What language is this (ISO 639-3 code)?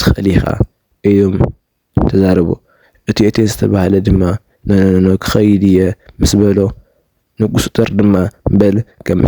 tir